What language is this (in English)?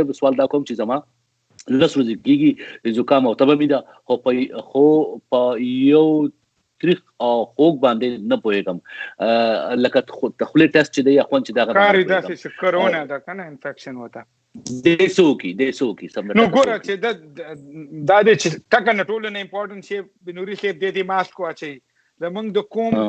Pashto